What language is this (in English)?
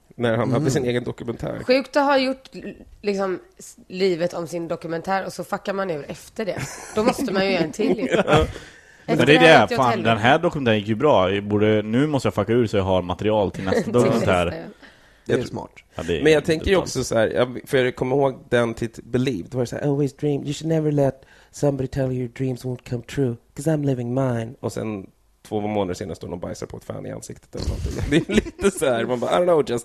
Swedish